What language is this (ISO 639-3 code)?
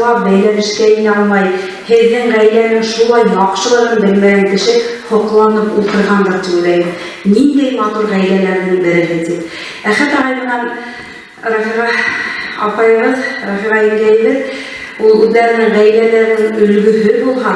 bak